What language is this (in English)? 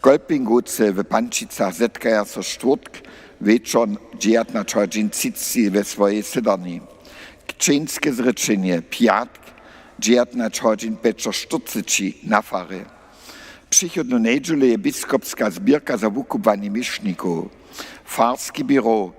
Upper Sorbian